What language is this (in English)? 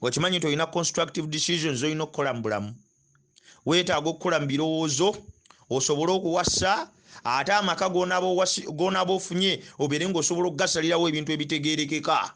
Ganda